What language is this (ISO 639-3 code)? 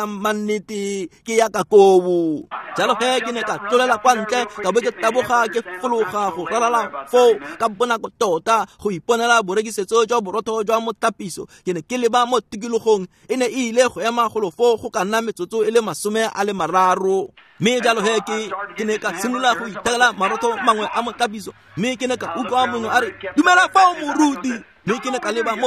tsn